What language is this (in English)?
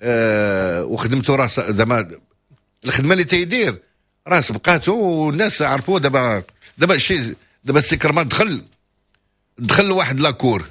Moroccan Arabic